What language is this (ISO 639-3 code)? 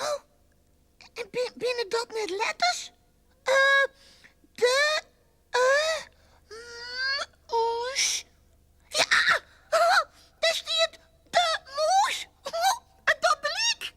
fry